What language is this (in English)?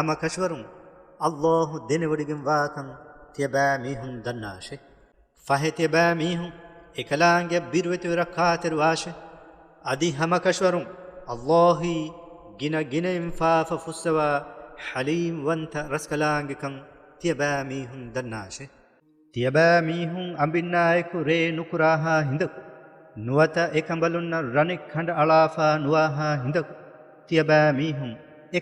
Divehi